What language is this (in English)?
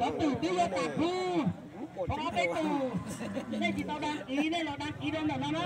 Hmong